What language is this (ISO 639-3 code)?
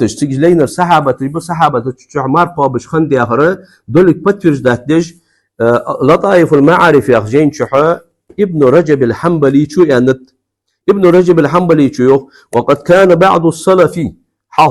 inh